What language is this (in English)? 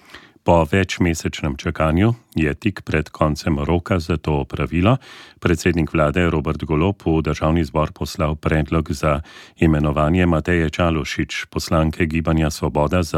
Slovenian